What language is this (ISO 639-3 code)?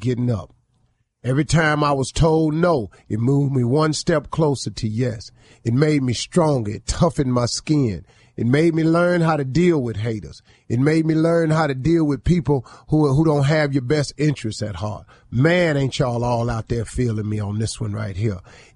eng